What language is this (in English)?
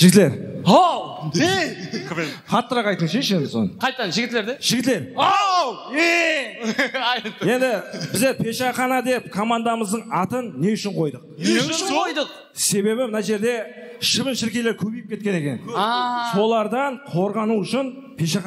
Kara-Kalpak